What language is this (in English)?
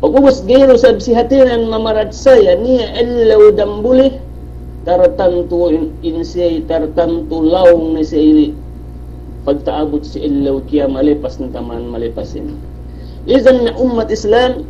Yakan